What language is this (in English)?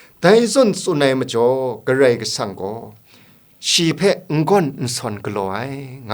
Kachin